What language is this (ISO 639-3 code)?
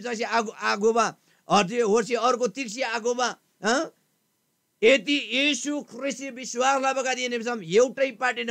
taj